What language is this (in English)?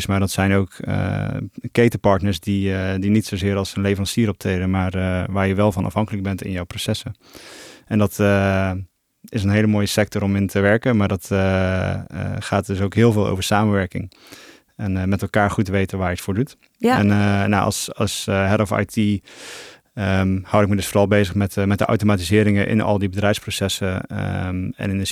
Dutch